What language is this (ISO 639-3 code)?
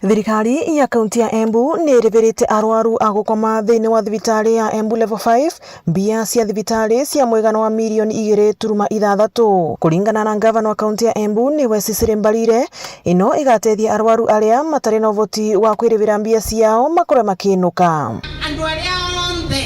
mer